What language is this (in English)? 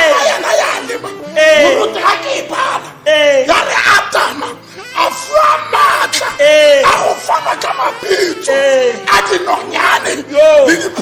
Tswana